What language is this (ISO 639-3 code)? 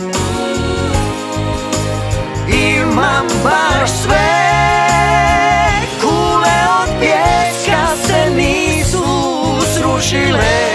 hrv